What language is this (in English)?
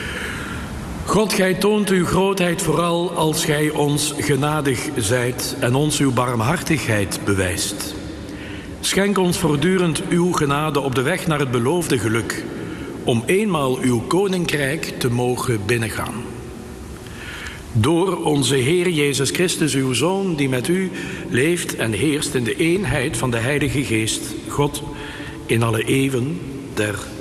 Dutch